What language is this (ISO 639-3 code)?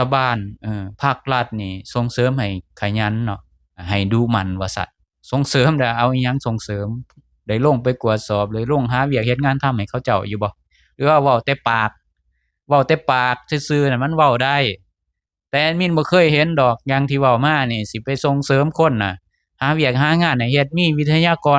lao